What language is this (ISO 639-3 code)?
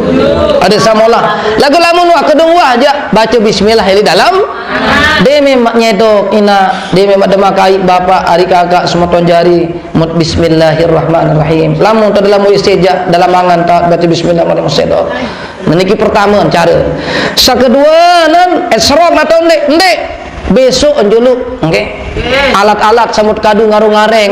sas